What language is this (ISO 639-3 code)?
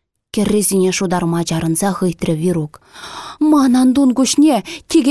chv